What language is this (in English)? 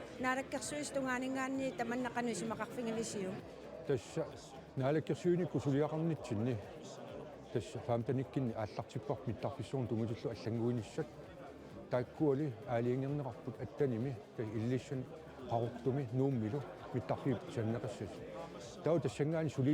Kalaallisut